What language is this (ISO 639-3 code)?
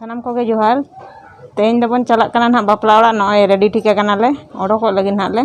sat